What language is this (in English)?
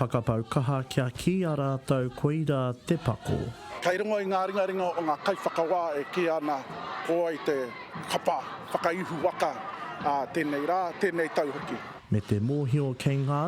Māori